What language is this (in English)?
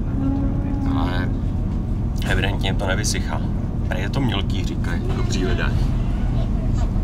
Czech